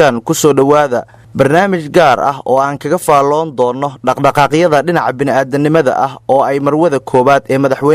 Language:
Somali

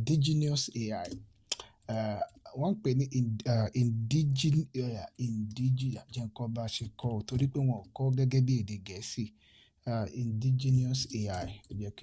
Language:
Yoruba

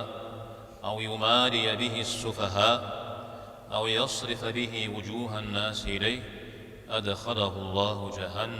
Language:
Kabardian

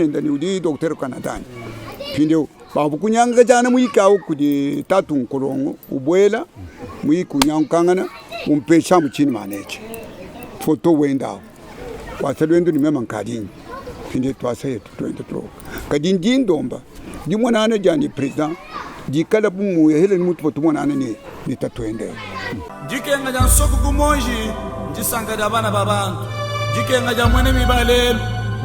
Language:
Luba-Lulua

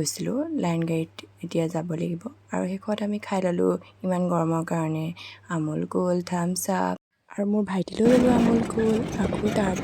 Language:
Assamese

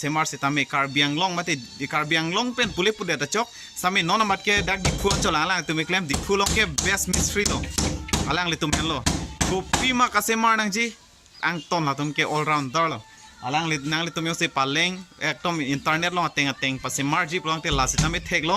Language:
Karbi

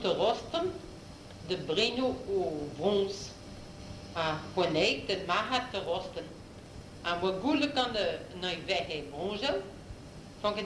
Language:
Breton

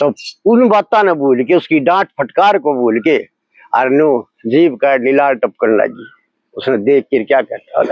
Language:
Haryanvi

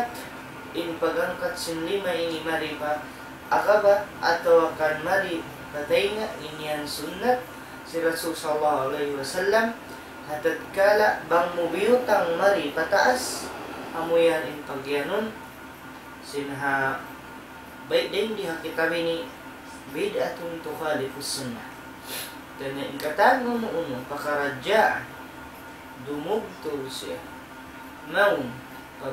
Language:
Tausug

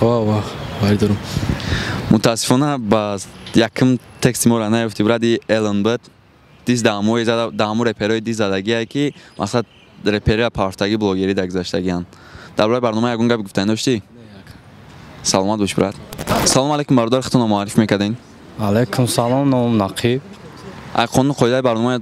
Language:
Tajik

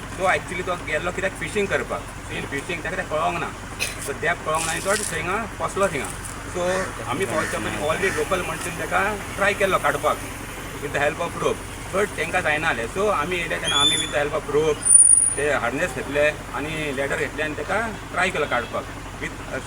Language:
Konkani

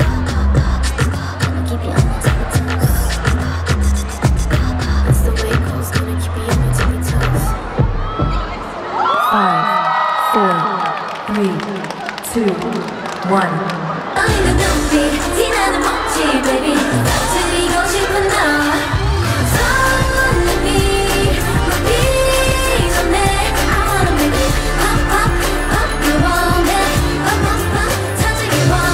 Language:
Korean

